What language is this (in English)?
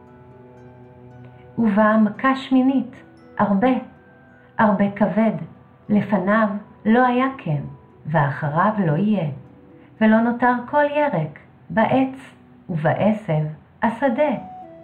Hebrew